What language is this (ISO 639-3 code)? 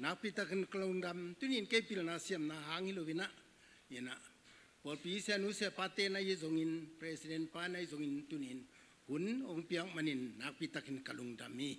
ctd